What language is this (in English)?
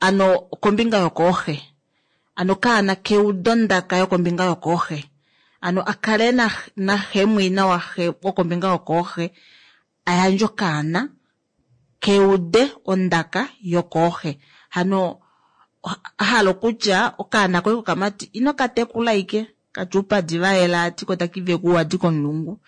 Kuanyama